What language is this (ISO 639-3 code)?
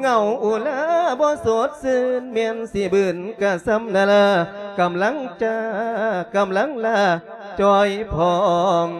lao